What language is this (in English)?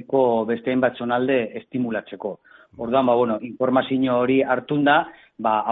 Basque